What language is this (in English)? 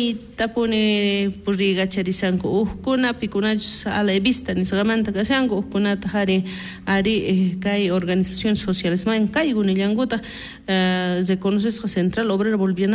South Bolivian Quechua